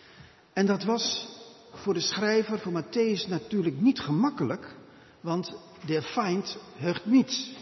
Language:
Dutch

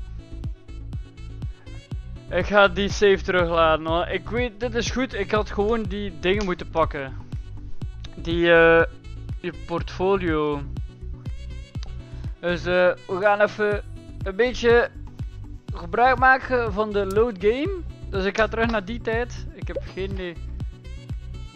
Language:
Dutch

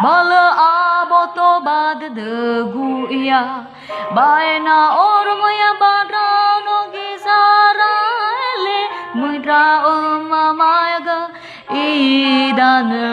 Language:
Nias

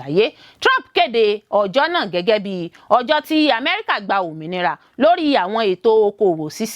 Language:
Yoruba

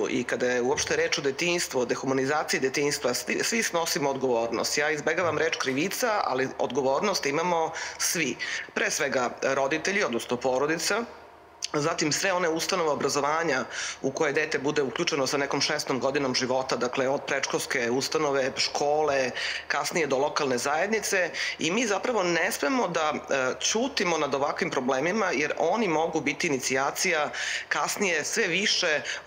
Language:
Serbian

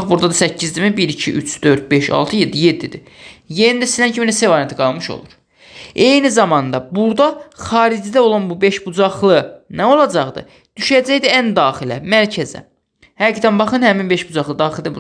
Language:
Azerbaijani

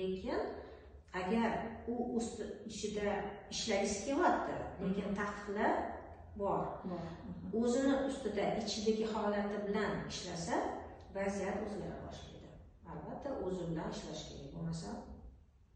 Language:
Uzbek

